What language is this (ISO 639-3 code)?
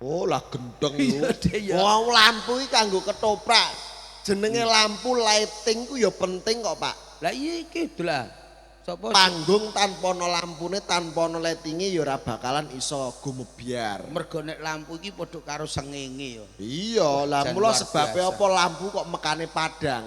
jav